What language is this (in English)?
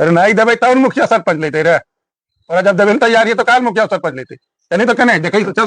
Magahi